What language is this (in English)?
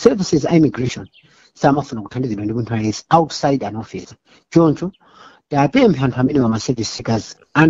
Nyanja